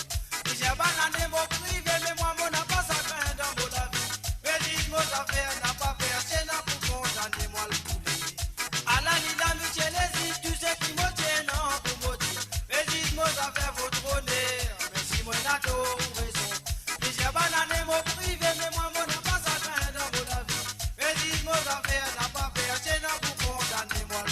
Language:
Morisyen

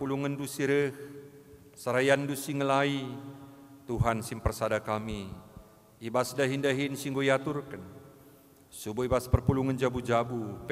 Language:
Batak Karo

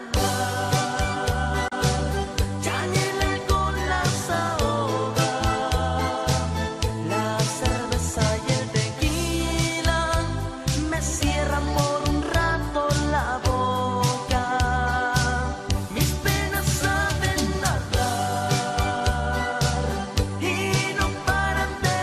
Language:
Spanish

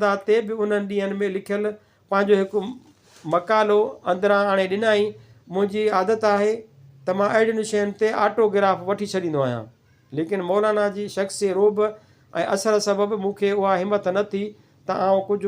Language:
Sindhi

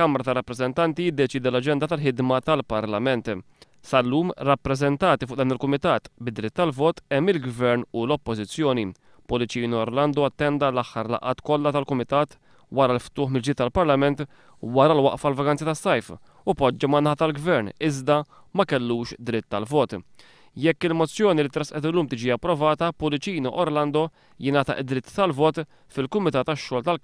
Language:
Maltese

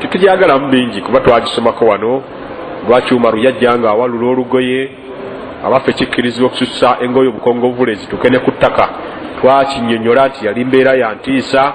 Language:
Ganda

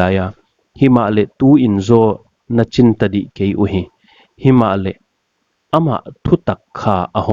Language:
Paite Chin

